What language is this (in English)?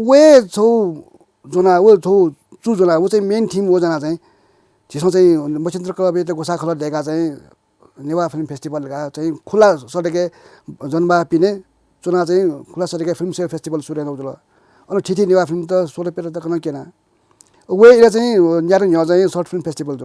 Newari